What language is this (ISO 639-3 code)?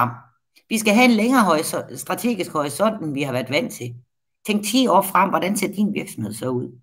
dan